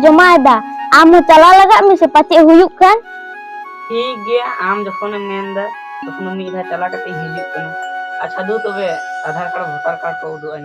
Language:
Santali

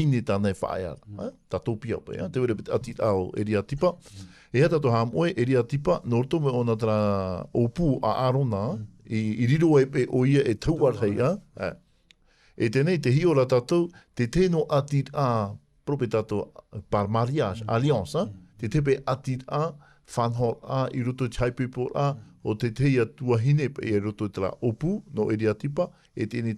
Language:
Tahitian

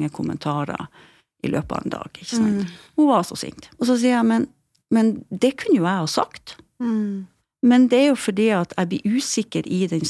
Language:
Norwegian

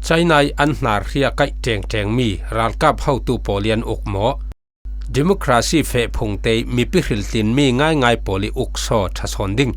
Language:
Falam Chin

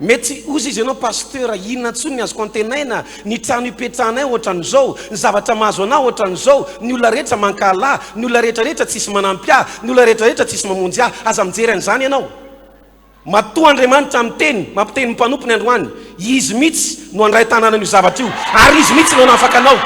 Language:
Malagasy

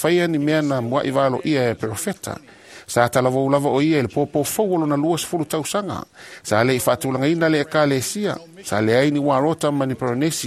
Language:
Samoan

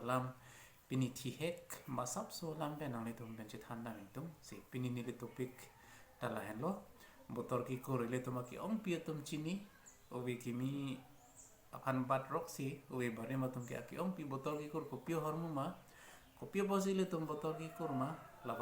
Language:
Karbi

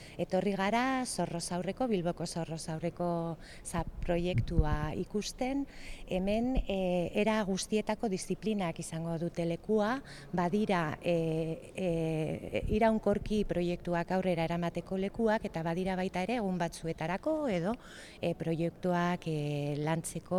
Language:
Basque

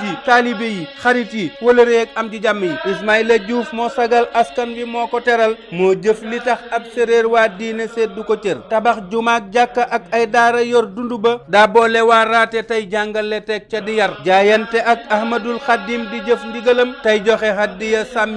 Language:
Wolof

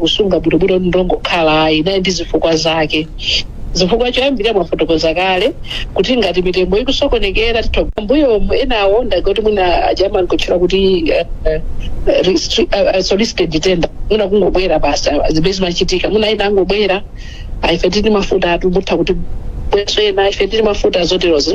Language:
Nyanja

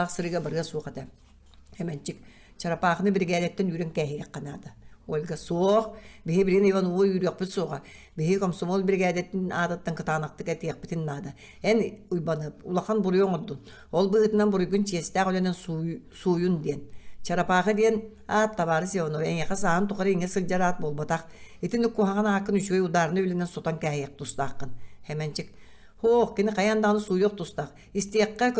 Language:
Yakut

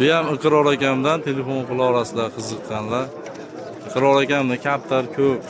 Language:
Uzbek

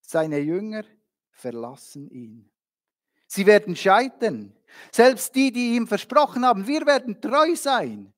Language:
Swiss German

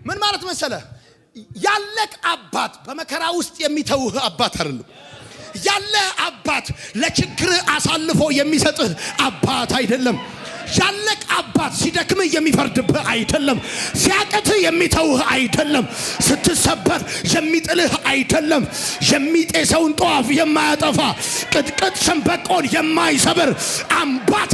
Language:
Amharic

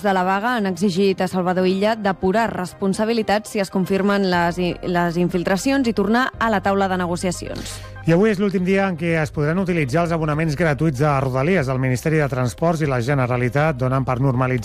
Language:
Catalan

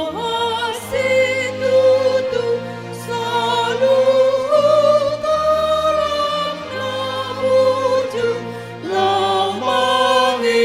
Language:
Batak Toba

